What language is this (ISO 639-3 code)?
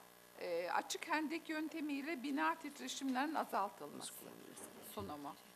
tur